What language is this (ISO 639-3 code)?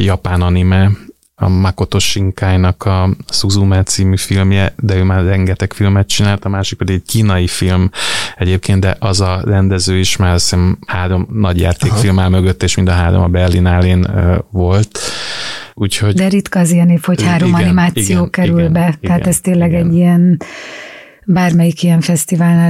hun